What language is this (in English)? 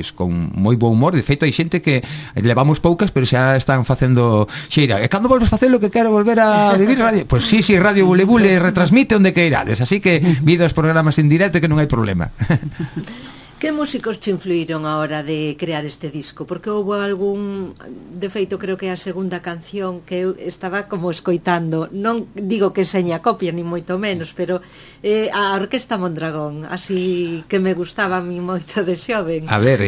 Galician